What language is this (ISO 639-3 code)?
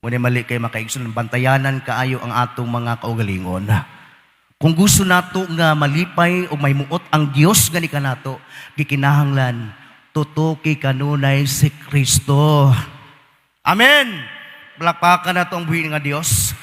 ceb